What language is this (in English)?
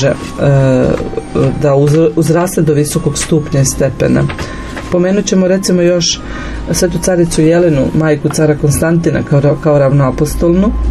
Serbian